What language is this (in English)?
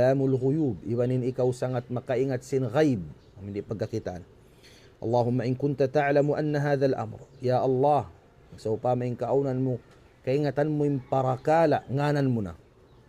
Tausug